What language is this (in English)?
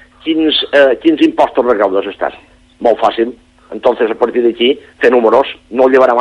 Catalan